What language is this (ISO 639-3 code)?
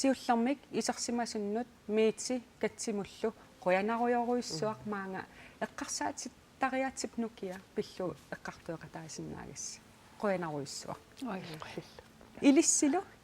kal